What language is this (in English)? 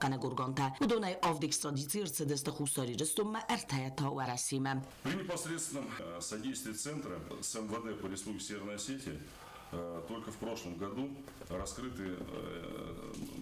Ossetic